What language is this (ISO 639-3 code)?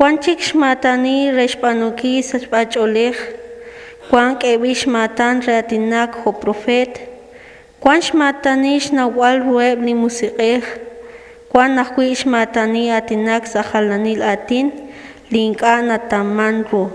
kek